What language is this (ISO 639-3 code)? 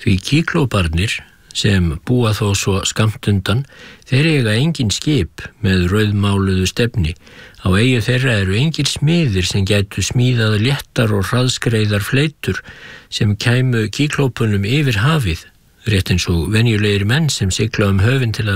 isl